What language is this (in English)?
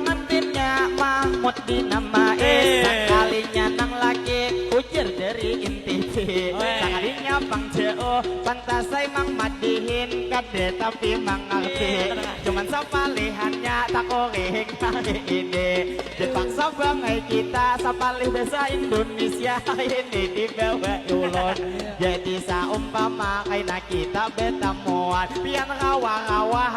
Banjar